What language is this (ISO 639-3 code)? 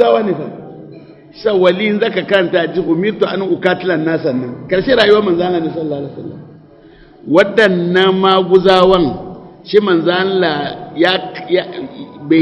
hau